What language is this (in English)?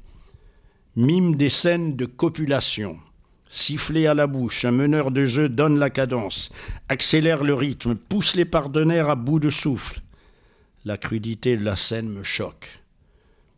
French